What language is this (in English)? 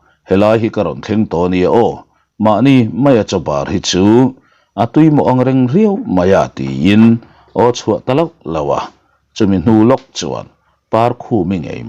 Mizo